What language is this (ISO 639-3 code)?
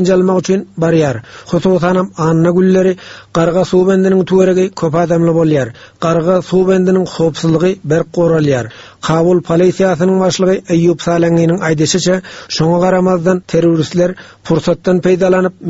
tuk